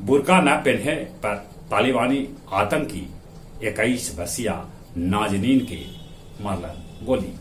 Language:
Magahi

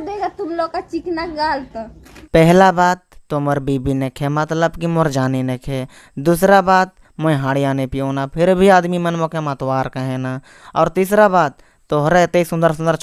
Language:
Sadri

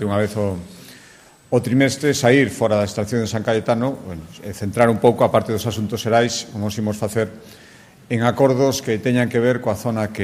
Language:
Galician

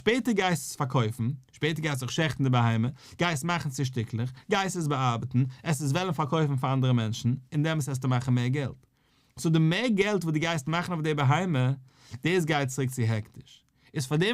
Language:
Yiddish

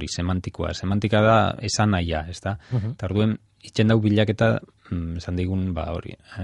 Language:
Basque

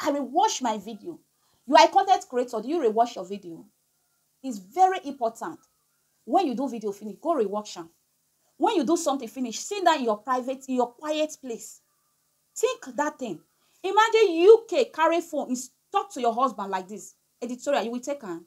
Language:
Nigerian Pidgin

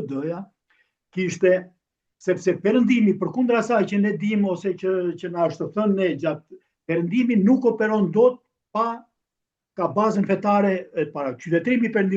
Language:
Albanian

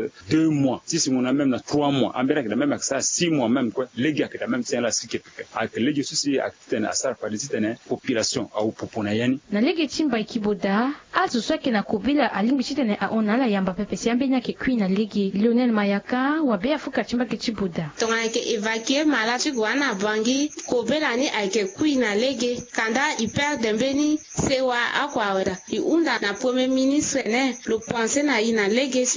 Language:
Sango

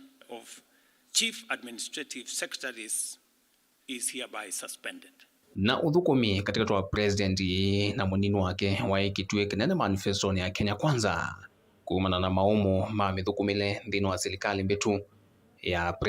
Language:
Kamba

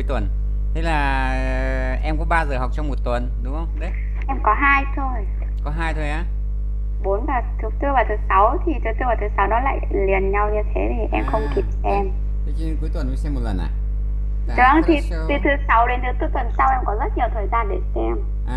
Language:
Vietnamese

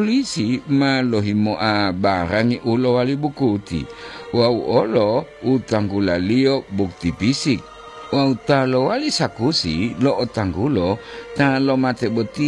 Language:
Gorontalo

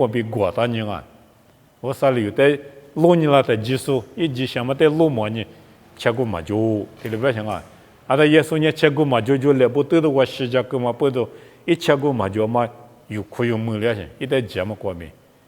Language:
Lisu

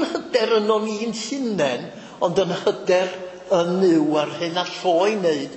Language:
Welsh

